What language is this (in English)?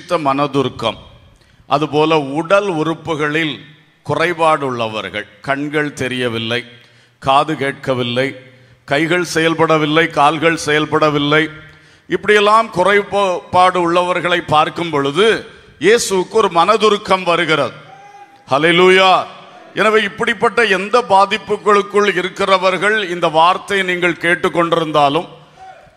Tamil